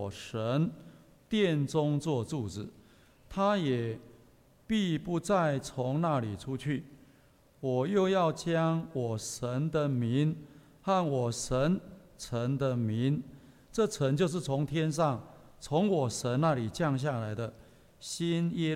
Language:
Chinese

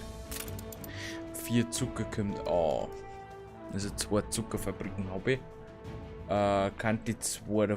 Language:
Bavarian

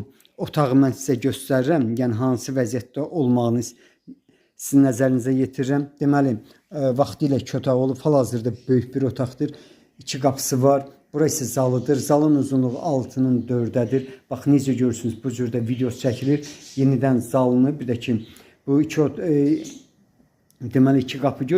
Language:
Azerbaijani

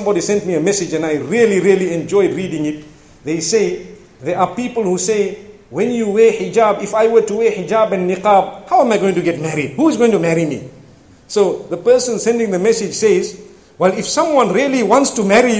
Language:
English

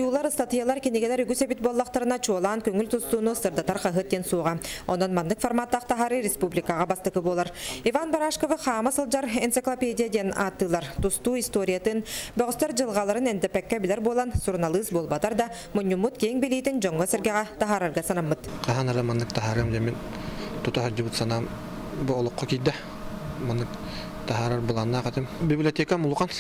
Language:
Yakut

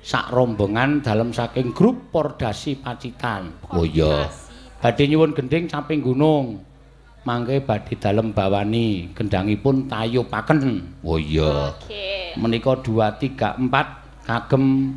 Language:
Javanese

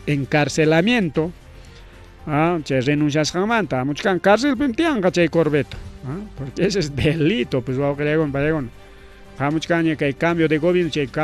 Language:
Ayacucho Quechua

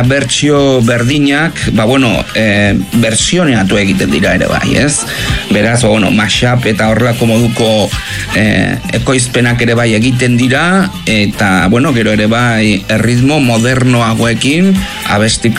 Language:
Basque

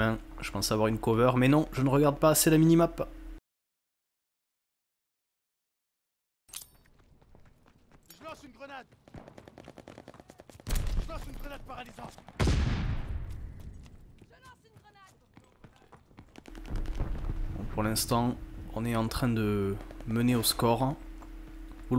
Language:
French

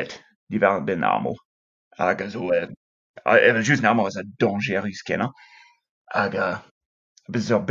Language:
Breton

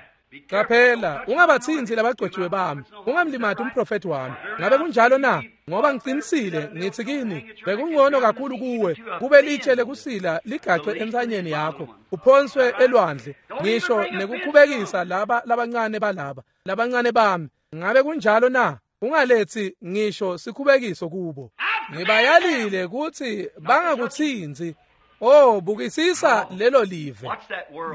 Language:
Swati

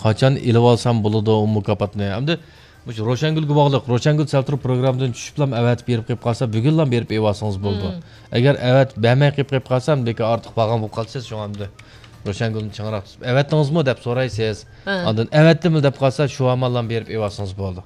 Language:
Uyghur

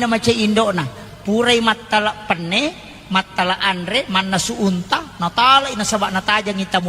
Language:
Buginese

